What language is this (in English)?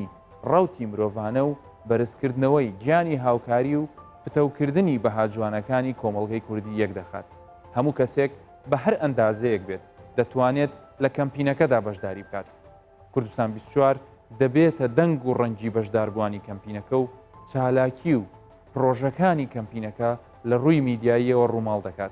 Central Kurdish